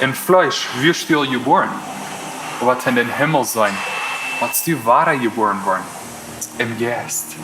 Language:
Plautdietsch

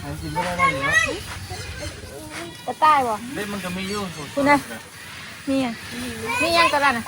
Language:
Northeastern Thai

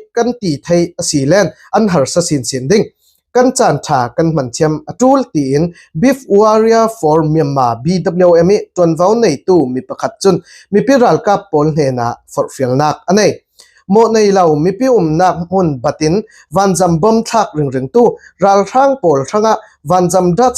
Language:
Falam Chin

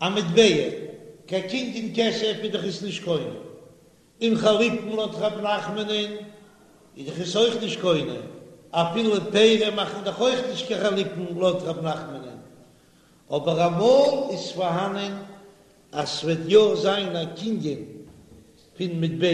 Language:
Yiddish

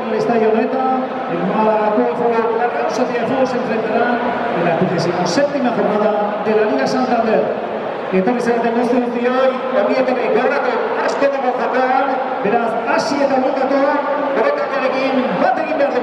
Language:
Basque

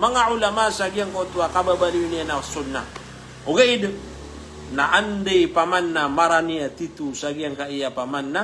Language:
Maranao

